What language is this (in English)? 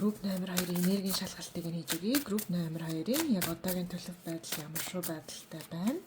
Mongolian